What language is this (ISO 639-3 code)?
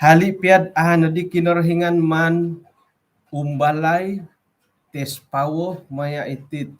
dtp